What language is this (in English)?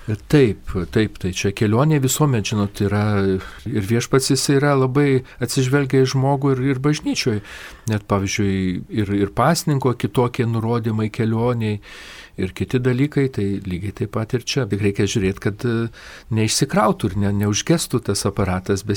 Lithuanian